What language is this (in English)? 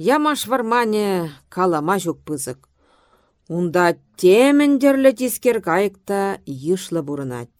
Chuvash